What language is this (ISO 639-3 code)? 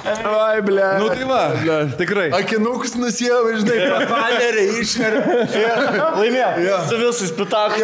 lit